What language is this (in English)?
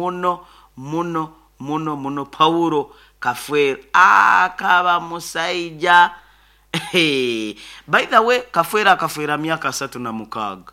Nyoro